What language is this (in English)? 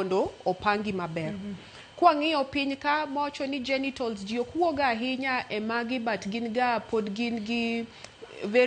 Luo (Kenya and Tanzania)